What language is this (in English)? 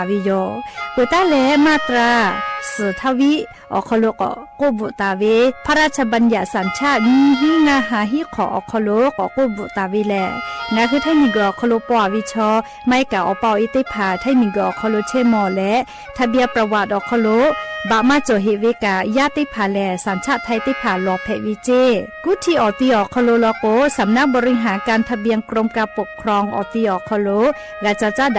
Lahu